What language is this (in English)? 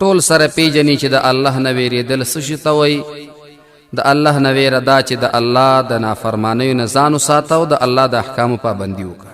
Pashto